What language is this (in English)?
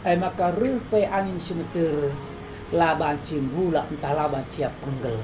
Batak Karo